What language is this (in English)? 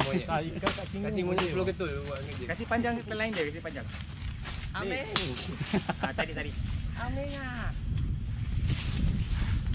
Malay